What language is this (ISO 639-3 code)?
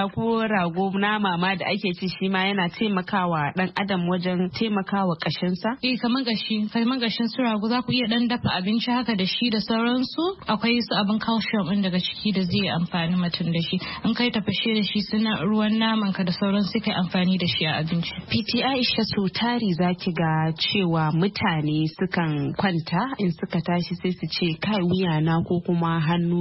hau